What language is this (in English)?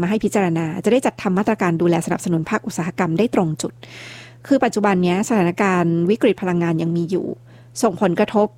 Thai